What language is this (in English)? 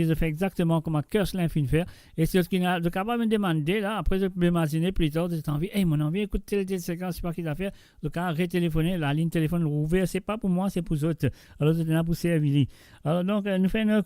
Morisyen